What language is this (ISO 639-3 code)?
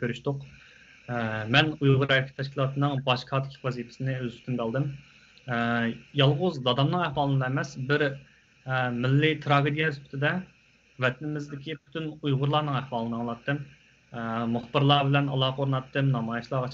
uig